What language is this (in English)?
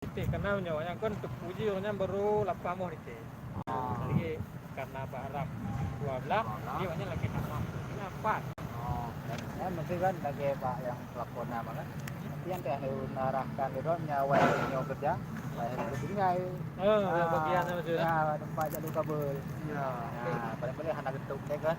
Achinese